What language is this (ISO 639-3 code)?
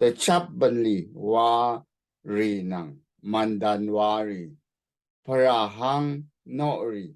raw